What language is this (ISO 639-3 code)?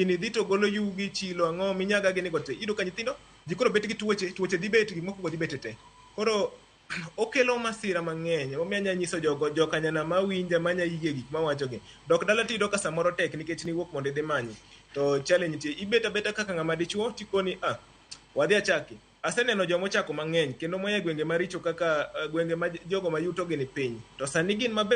luo